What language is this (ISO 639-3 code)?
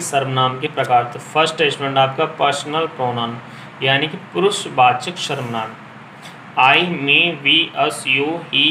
hin